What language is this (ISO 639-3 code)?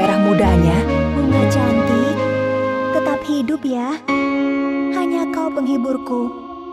ind